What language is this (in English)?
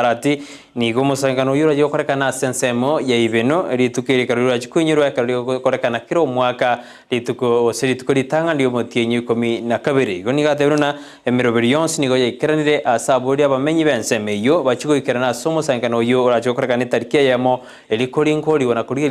Gusii